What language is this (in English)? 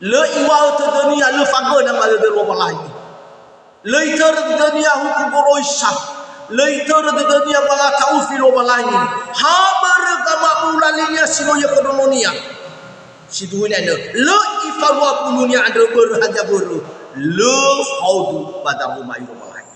Nias